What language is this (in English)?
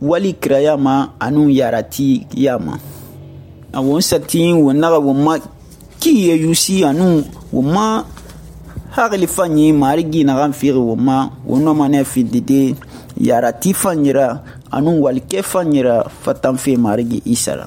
Susu